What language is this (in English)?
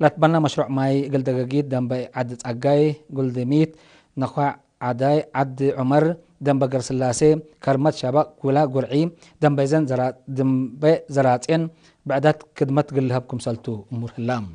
Tigre